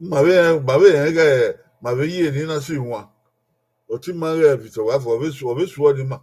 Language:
Bini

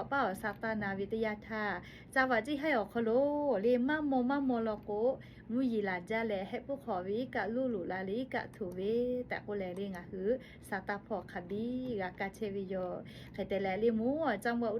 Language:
Lahu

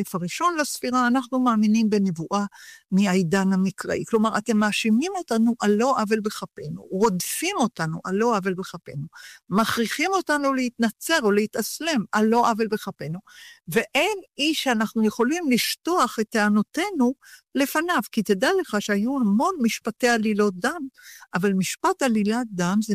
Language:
Hebrew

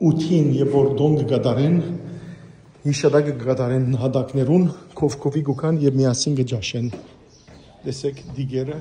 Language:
Western Armenian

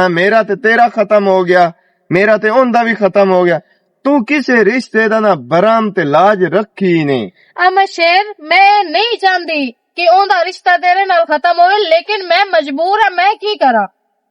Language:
Western Panjabi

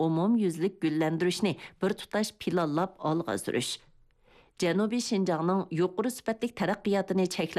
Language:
Uyghur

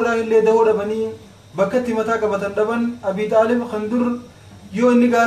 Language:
Oromo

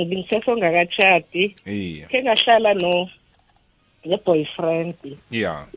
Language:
South Ndebele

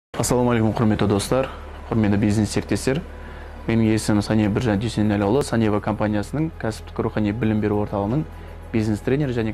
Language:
Kazakh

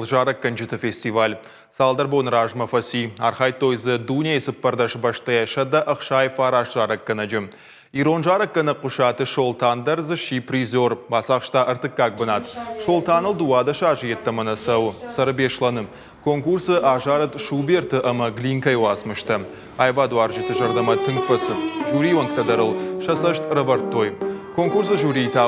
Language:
Ossetic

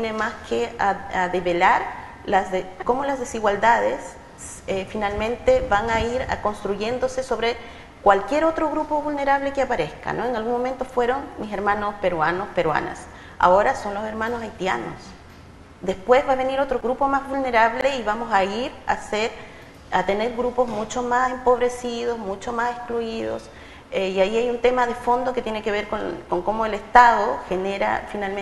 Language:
Spanish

